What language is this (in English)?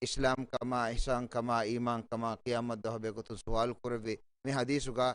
Divehi